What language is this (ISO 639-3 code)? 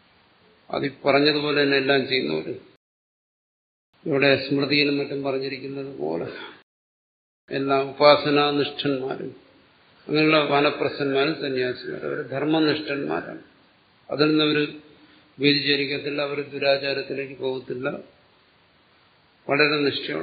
mal